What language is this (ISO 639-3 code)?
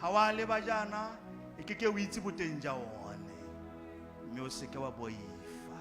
tsn